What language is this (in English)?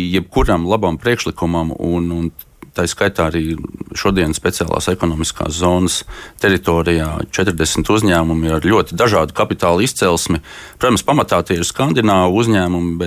Latvian